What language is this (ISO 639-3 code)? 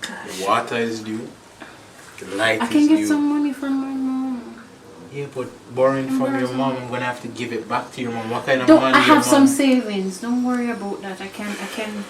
jam